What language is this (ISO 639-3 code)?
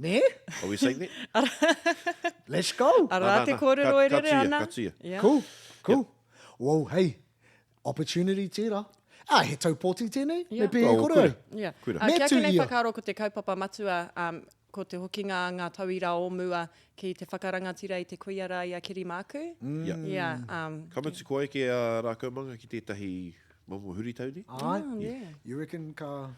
mri